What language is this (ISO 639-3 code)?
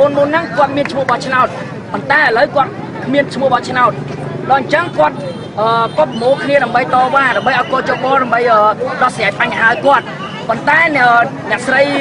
khm